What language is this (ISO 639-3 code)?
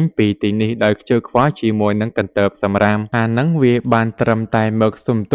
khm